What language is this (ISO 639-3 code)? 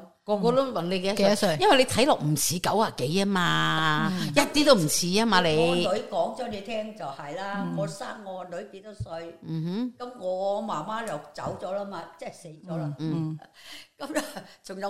yue